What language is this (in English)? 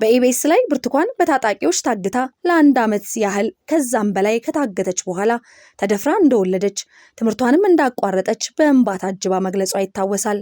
Amharic